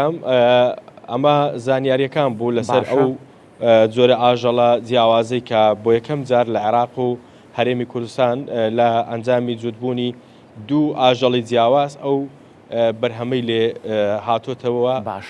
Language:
Central Kurdish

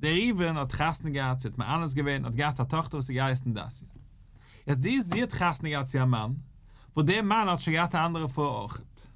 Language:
Yiddish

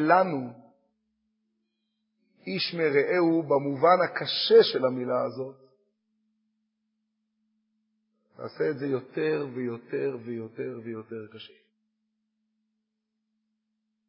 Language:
Hebrew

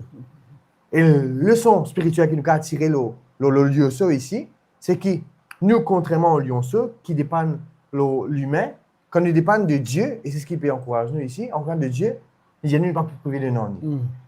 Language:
Morisyen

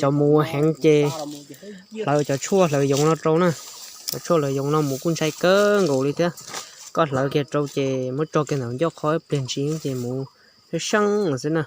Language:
Hmong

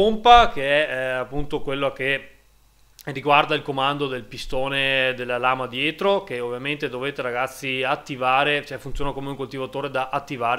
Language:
Italian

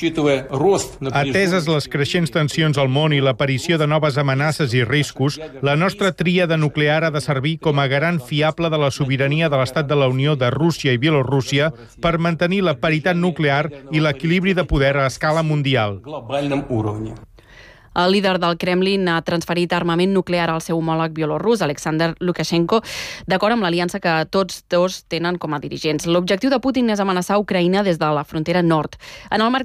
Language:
Catalan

